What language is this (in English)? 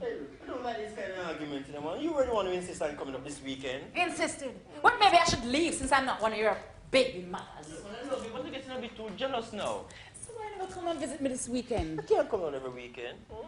Jamaican Creole English